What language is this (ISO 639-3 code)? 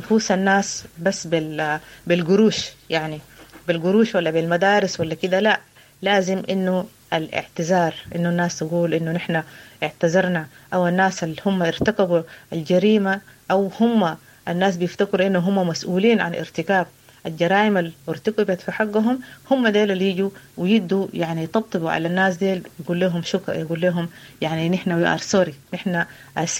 apd